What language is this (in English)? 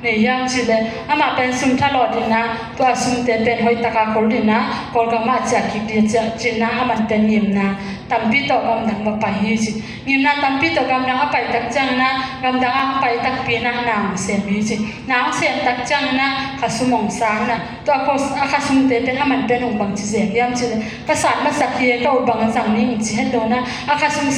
Tedim Chin